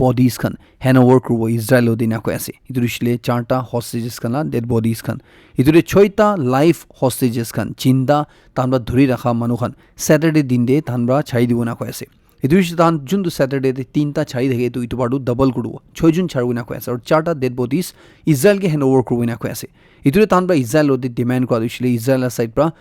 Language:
Naga Pidgin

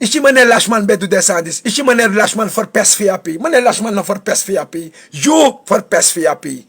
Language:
Sranan Tongo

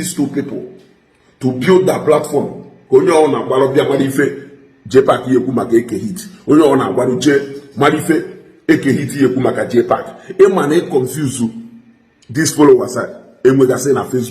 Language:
Igbo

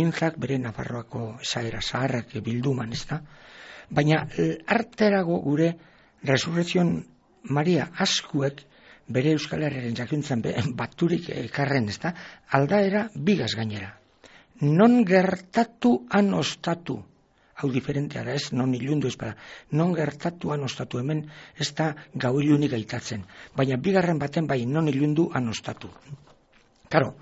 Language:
Basque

